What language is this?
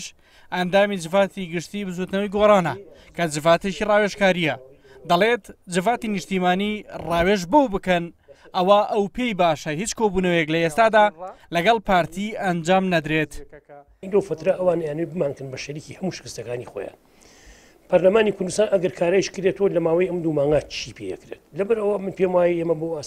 Central Kurdish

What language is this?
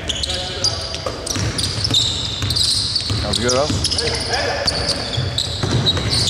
Greek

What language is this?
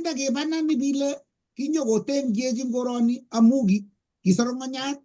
Kalenjin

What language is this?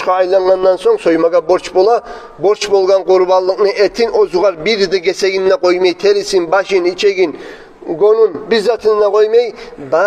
Kumyk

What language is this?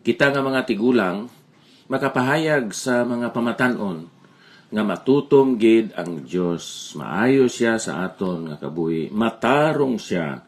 Hiligaynon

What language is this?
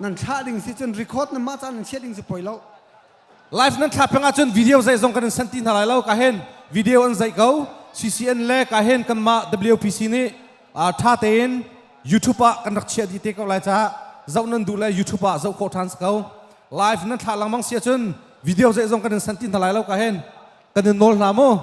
Hakha Chin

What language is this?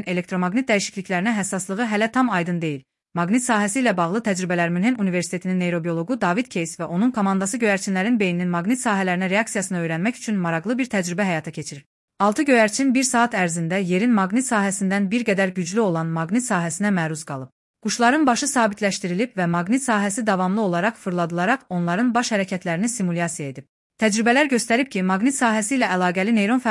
Azerbaijani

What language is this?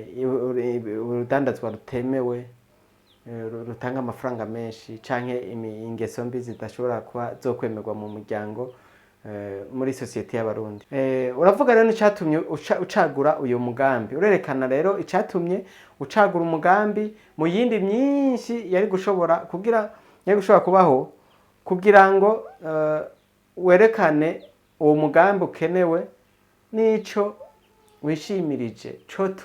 Rundi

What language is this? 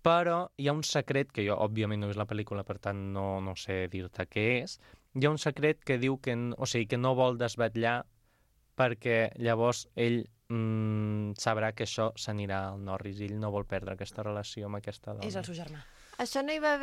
Catalan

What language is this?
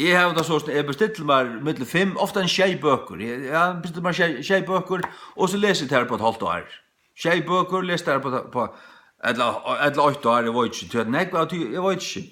Faroese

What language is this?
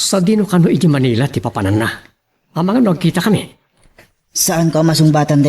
Iloko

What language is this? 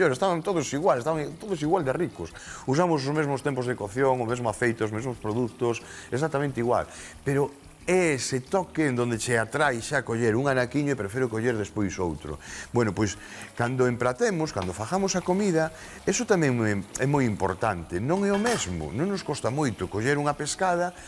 Galician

